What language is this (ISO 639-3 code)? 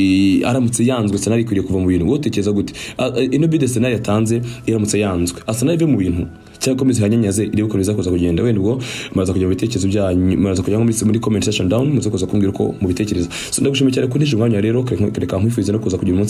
kin